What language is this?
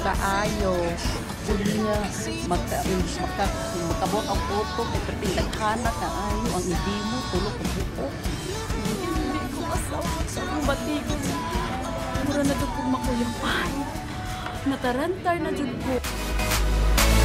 Cebuano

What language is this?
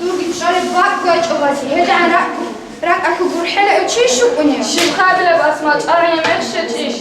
Avaric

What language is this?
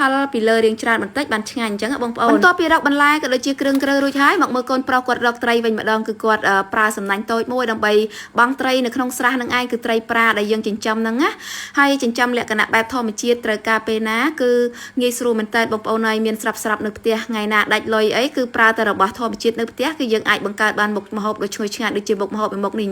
Khmer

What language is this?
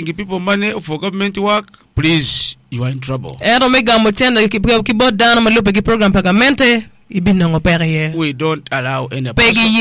Acoli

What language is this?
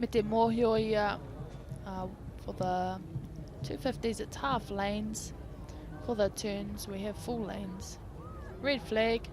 Māori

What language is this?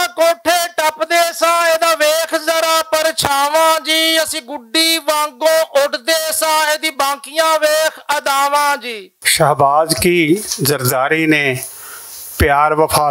Western Panjabi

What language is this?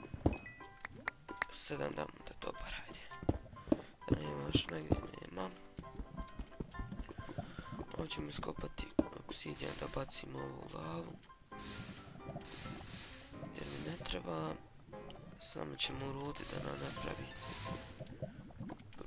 Croatian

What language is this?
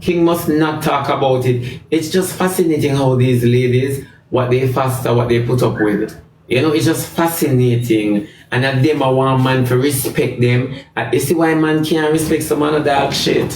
Jamaican Creole English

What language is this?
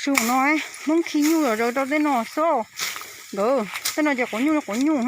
Hmong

